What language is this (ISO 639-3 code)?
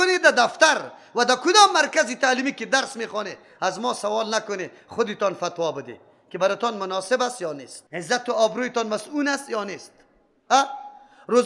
fas